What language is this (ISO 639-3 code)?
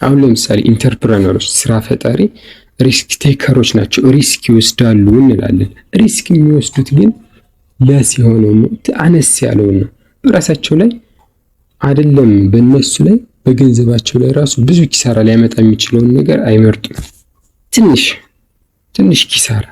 amh